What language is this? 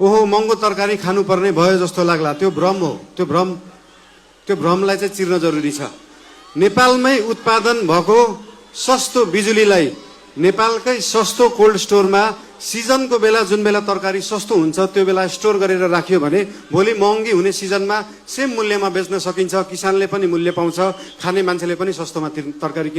Nepali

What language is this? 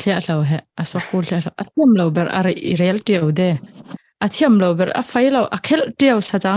Falam Chin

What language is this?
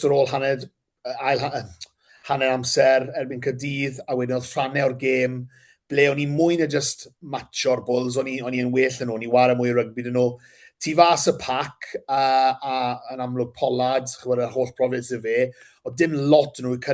Welsh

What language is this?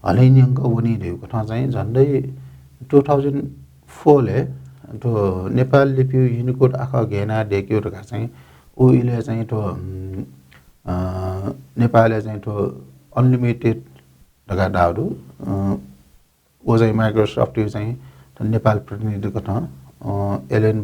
Newari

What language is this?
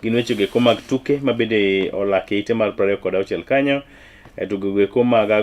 Luo (Kenya and Tanzania)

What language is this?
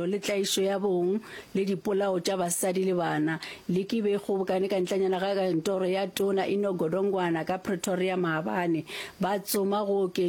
Northern Sotho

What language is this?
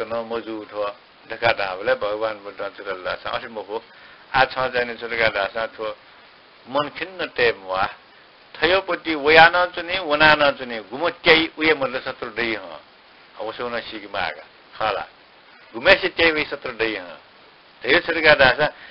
Newari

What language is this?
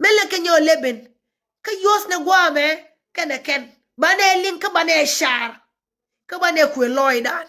Nuer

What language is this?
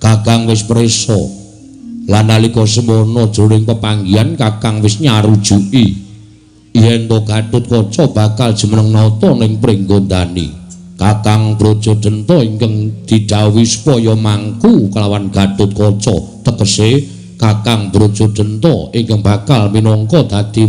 Javanese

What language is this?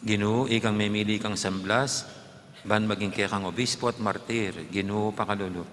Pampanga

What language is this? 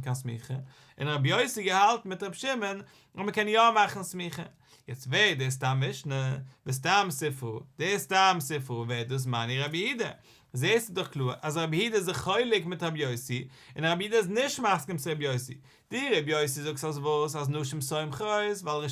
Yiddish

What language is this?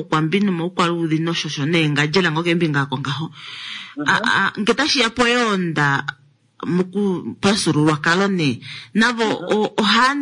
Kuanyama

